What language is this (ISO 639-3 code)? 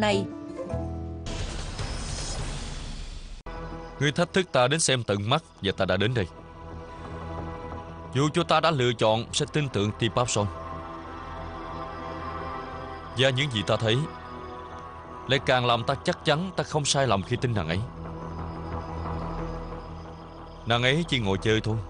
vie